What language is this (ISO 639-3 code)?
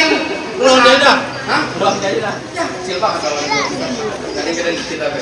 bew